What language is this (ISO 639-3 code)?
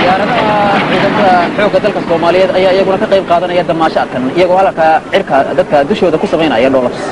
som